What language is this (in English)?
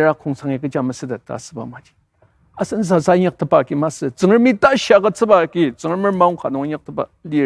Ao Naga